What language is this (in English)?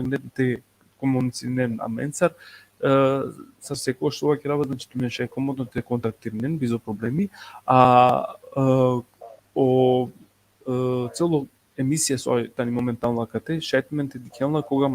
Balkan Romani